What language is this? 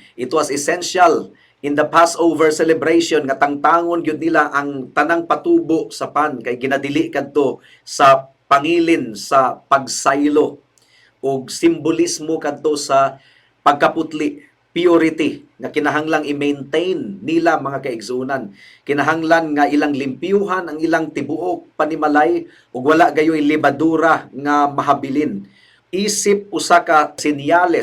Cebuano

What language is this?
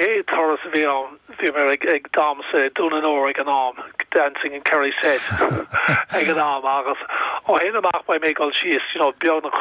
Irish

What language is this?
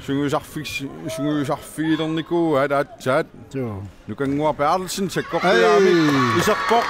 Kalaallisut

